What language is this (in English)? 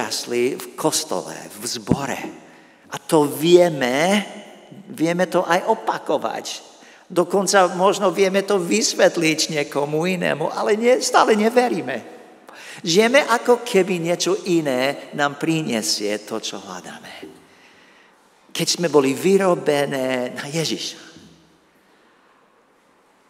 Slovak